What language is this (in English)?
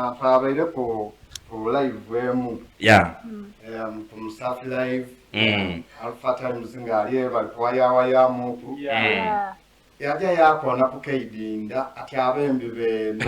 Soga